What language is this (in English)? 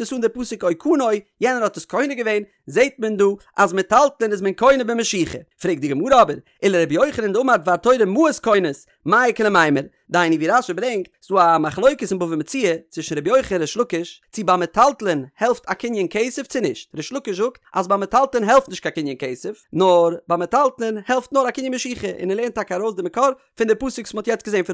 Yiddish